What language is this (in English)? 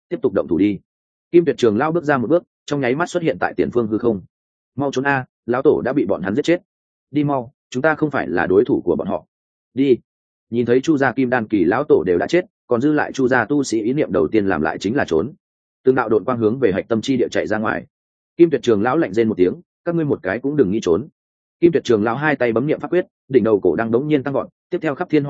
Vietnamese